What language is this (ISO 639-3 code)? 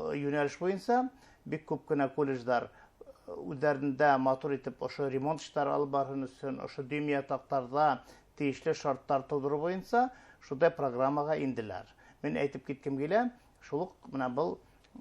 bak